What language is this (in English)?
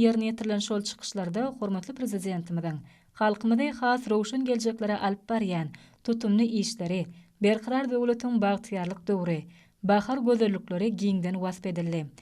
Turkmen